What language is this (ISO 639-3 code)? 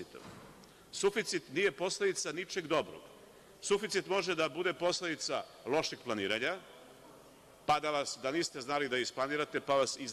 srp